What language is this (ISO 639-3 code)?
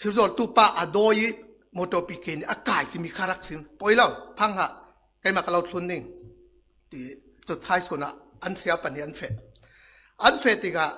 cfm